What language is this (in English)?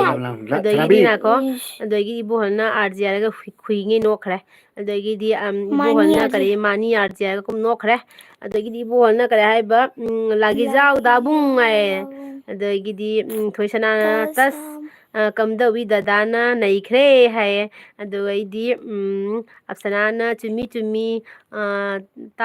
Manipuri